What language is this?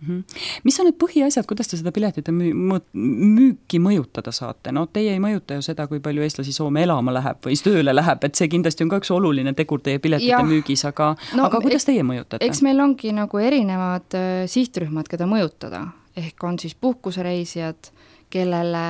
Estonian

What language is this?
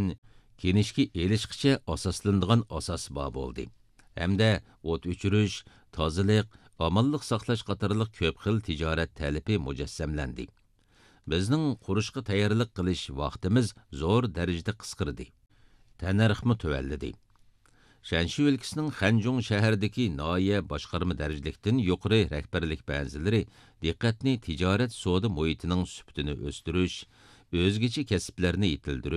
Uyghur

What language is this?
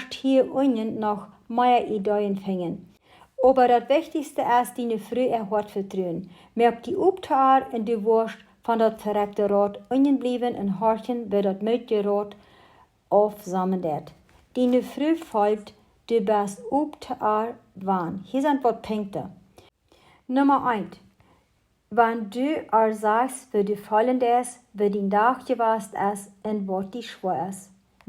Plautdietsch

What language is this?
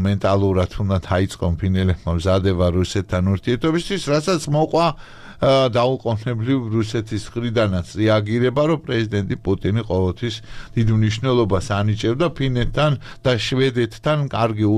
Georgian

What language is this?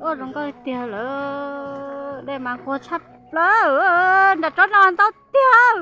Hmong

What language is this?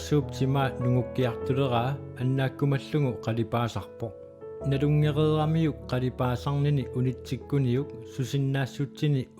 Kalaallisut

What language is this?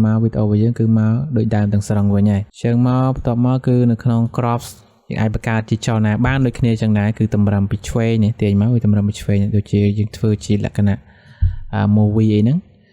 Khmer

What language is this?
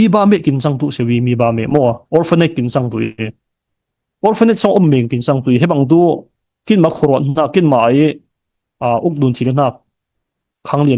Falam Chin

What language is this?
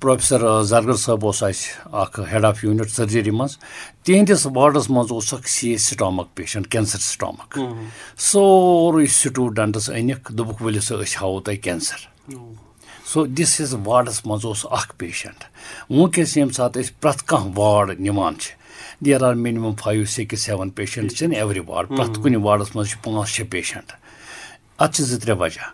Kashmiri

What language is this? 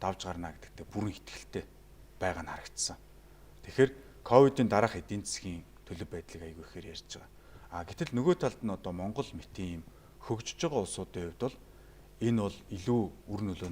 Mongolian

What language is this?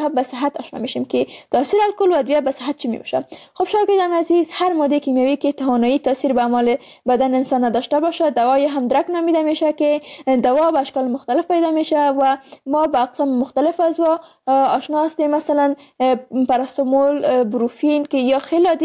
Persian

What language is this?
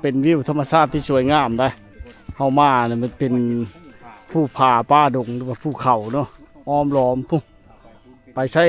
Lao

